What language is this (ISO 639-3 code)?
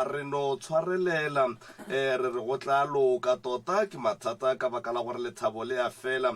nso